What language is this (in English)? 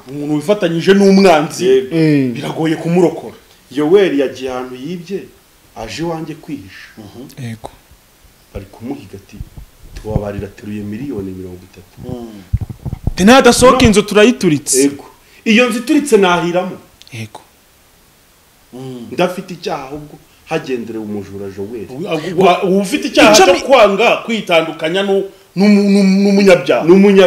Kinyarwanda